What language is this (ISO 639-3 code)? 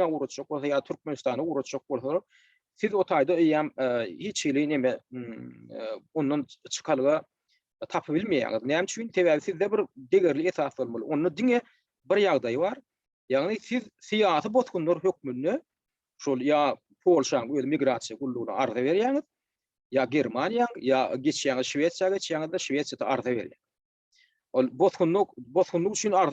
tuk